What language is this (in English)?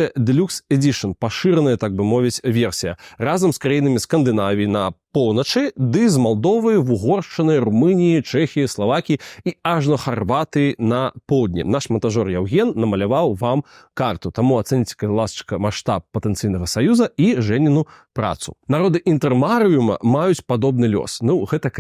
Belarusian